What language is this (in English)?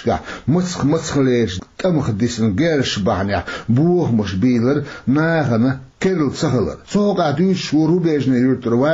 Chechen